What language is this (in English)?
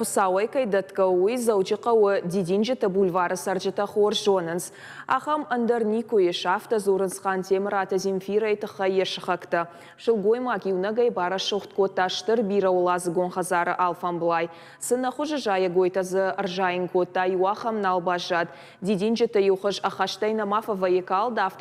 Ossetic